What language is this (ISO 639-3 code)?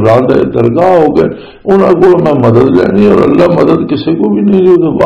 lah